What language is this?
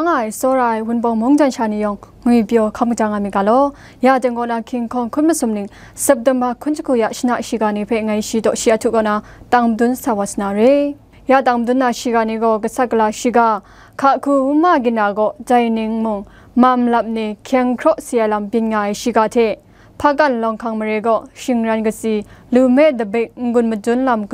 Kachin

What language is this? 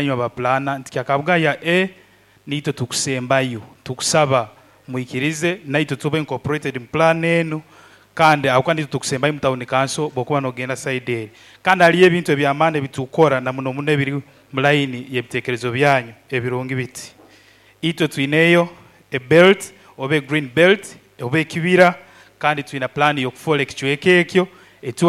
Nyoro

